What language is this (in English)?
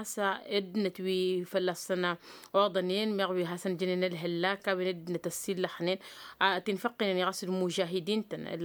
Tamasheq